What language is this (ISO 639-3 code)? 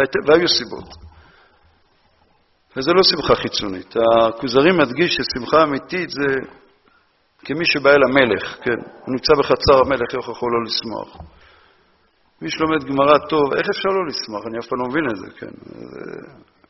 heb